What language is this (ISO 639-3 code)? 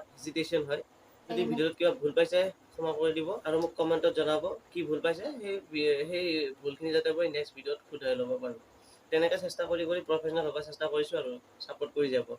asm